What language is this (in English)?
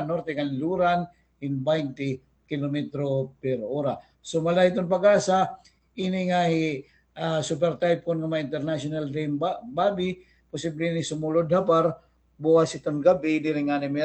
Waray